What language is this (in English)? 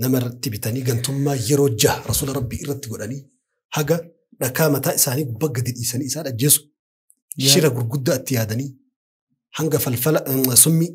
Oromo